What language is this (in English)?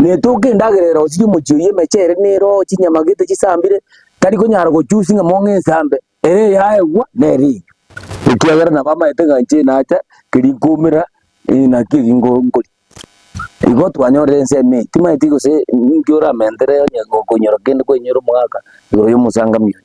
Gusii